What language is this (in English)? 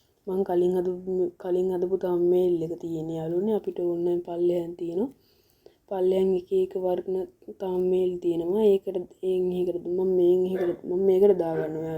Sinhala